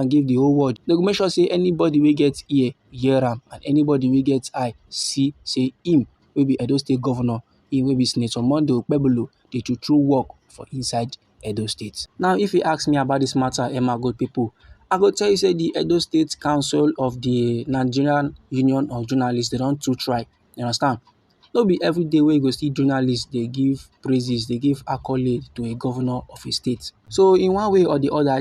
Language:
Nigerian Pidgin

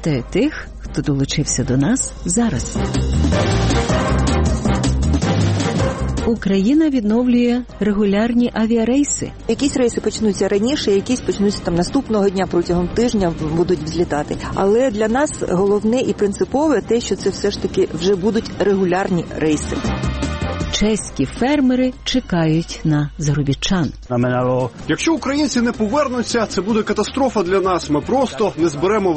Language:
Ukrainian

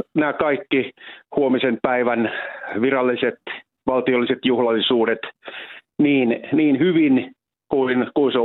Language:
Finnish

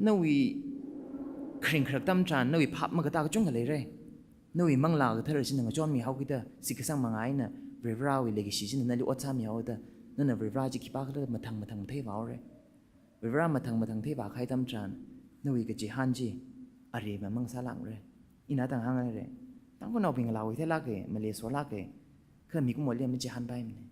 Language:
Tangkhul Naga (India)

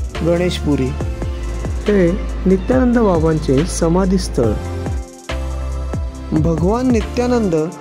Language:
Marathi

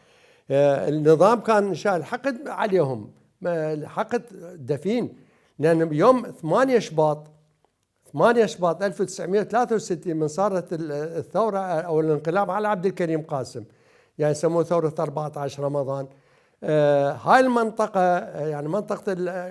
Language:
Mesopotamian Arabic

